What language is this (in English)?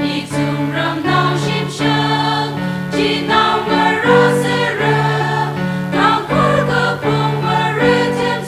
Tangkhul Naga (India)